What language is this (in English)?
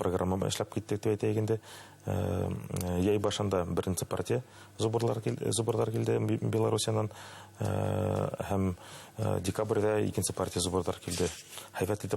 Bashkir